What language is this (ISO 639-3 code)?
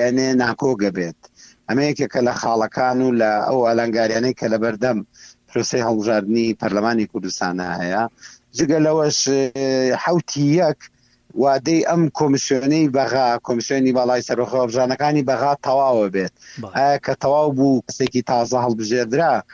ckb